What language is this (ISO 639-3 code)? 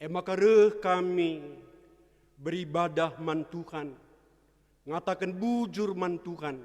btx